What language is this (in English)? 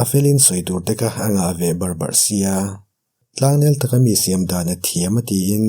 Mizo